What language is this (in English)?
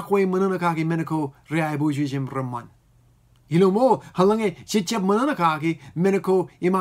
Marshallese